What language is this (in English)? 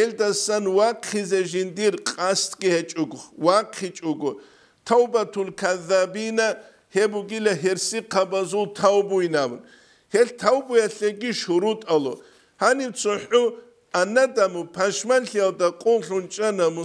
Avaric